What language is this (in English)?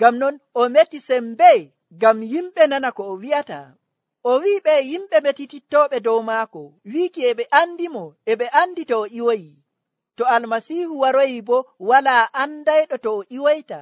Nigerian Fulfulde